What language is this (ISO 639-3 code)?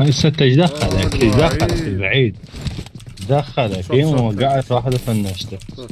acm